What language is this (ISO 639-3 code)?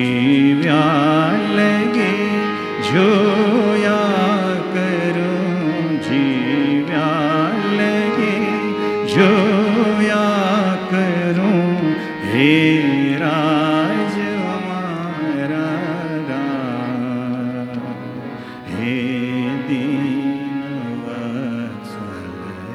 guj